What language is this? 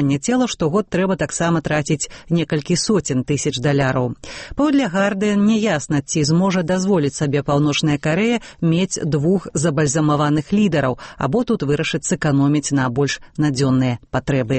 Belarusian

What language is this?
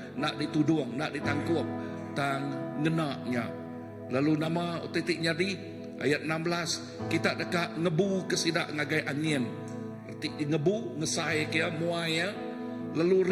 Iban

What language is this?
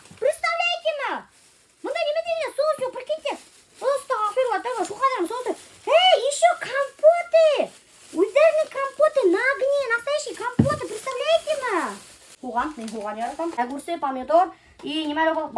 Bashkir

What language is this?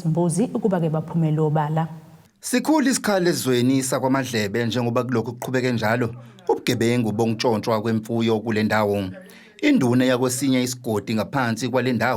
Zulu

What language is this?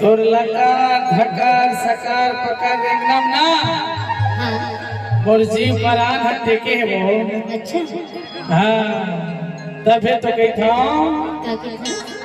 Chhattisgarhi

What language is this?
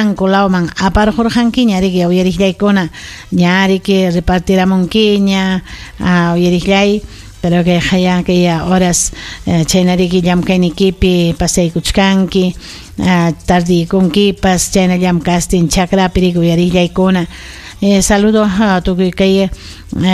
Ayacucho Quechua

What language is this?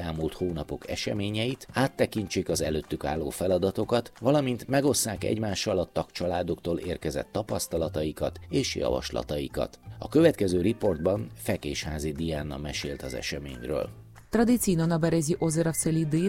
Hungarian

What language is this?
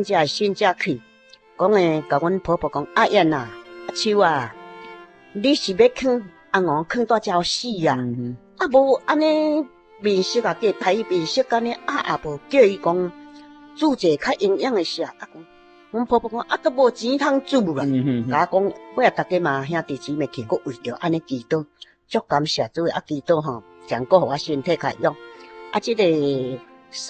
Min Nan Chinese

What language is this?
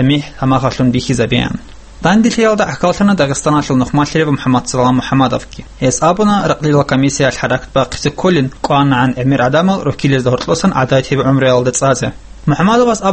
Avaric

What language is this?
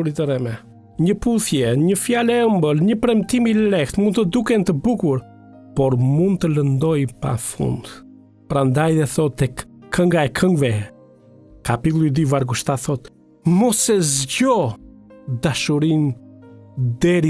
Albanian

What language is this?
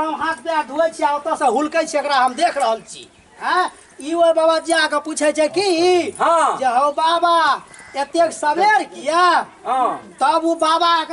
Maithili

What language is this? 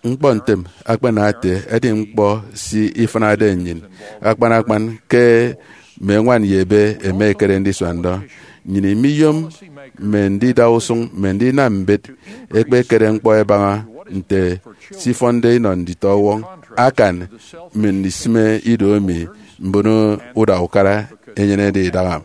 Efik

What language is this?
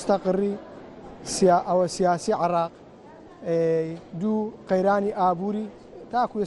Central Kurdish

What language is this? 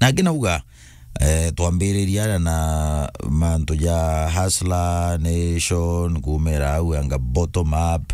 Meru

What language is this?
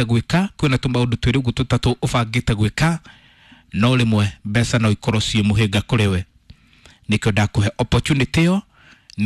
Kikuyu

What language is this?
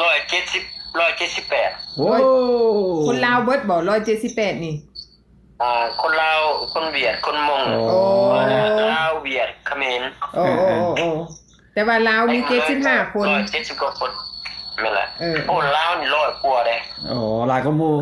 Lao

